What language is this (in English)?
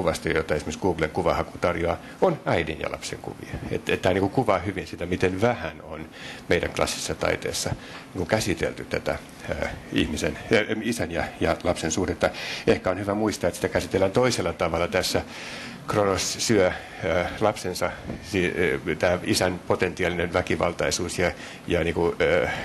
Finnish